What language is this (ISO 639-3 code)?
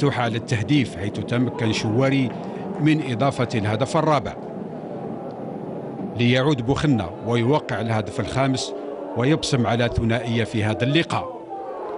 ara